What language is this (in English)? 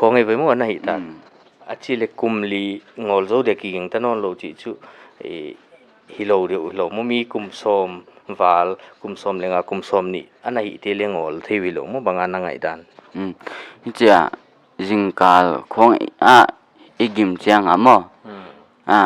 Paite Chin